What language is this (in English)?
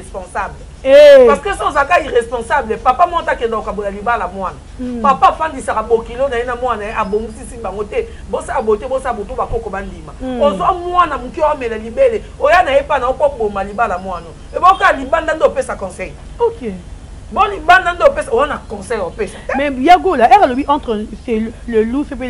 Lingala